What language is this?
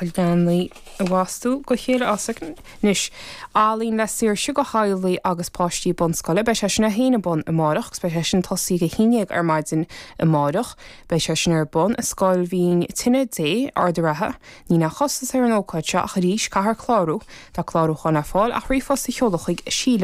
Irish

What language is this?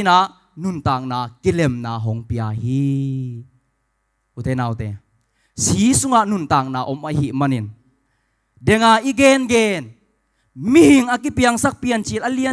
Tedim Chin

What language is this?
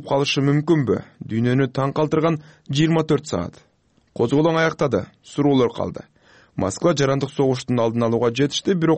Kyrgyz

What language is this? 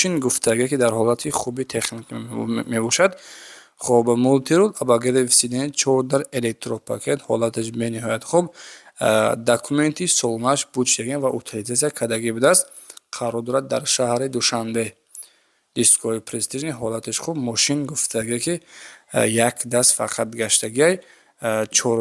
Tajik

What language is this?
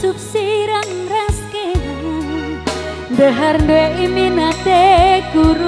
Batak Karo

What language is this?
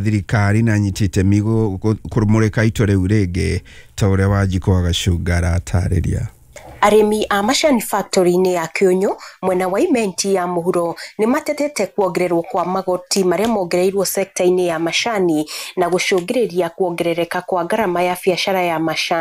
Kikuyu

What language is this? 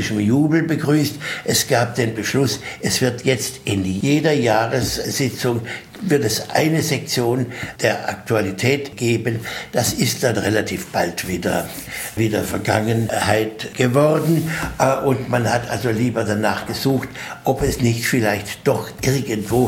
German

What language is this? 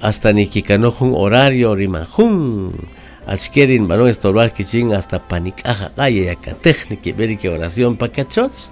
Kaqchikel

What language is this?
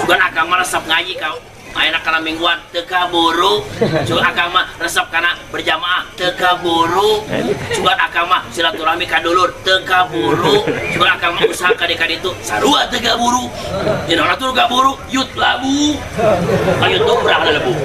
Sundanese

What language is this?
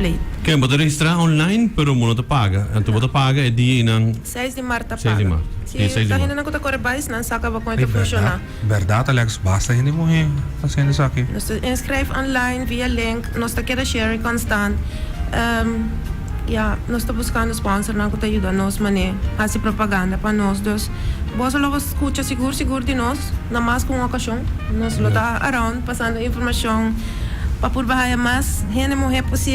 Papiamento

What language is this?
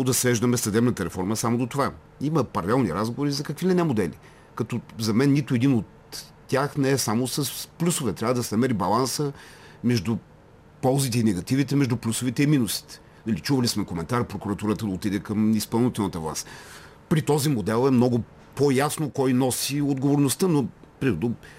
Bulgarian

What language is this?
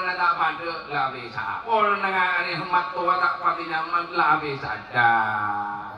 Madurese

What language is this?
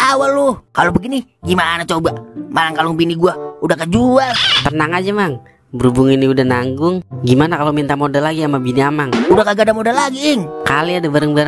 Betawi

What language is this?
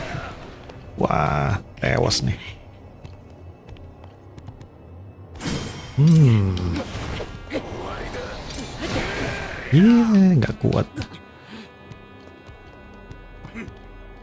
Indonesian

